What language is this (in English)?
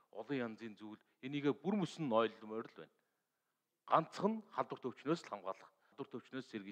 Mongolian